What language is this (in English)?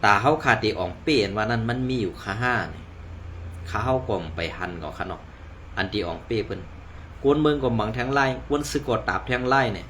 Shan